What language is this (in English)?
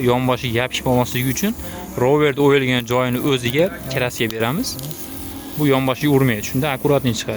Uzbek